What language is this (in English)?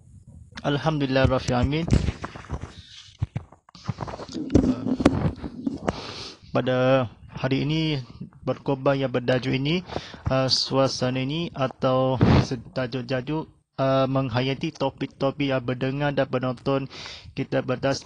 Malay